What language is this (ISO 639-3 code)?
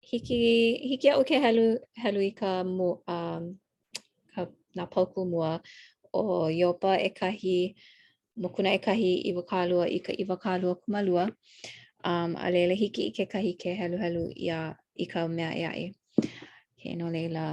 haw